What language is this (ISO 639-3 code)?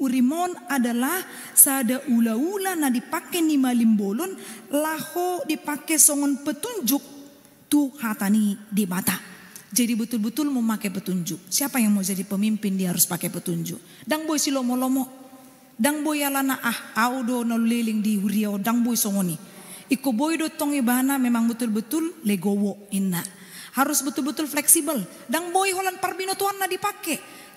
bbc